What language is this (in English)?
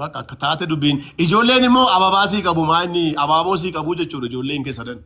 Oromo